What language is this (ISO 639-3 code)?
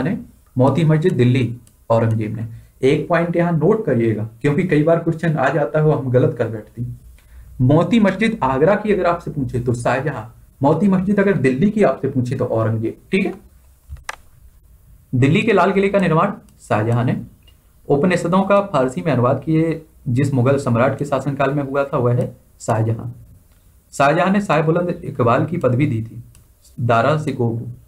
hin